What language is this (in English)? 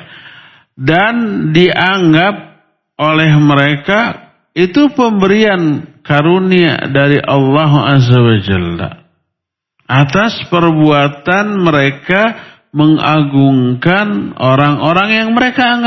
Indonesian